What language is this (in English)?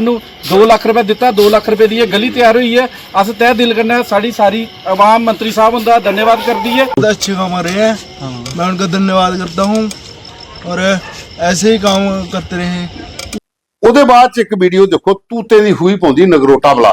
Dogri